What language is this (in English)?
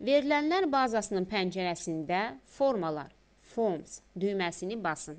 Azerbaijani